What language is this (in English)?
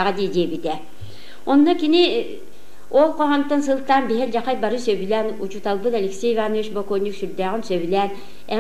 Yakut